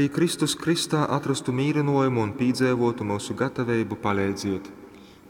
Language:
Latgalian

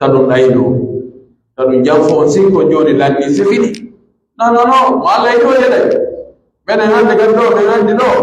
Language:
Pular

